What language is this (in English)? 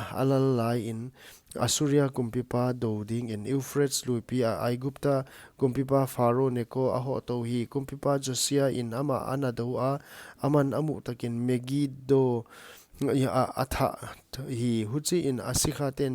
Paite Chin